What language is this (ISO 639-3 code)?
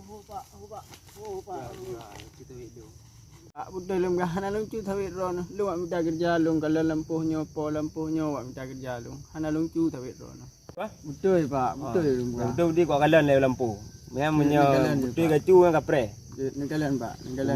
ace